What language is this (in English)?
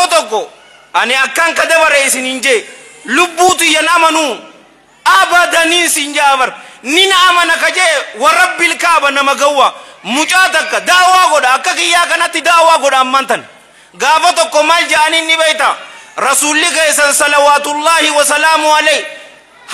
Oromo